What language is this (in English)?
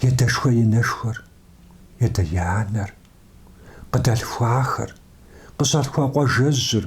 Kabardian